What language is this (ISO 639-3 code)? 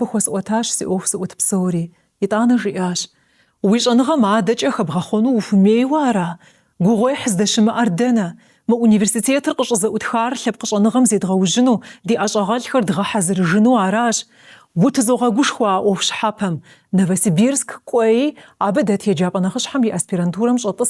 kbd